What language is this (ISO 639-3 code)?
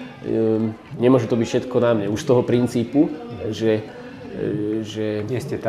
slk